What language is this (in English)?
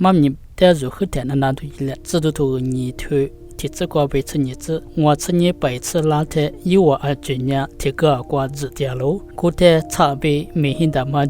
Lisu